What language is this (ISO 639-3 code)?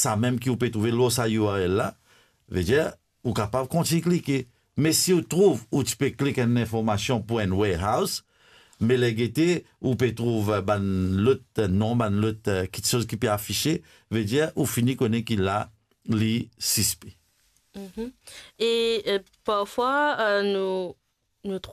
mfe